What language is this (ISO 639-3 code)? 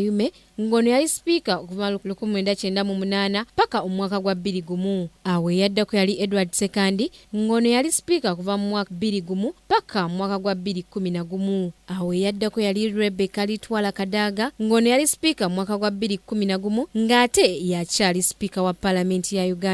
lug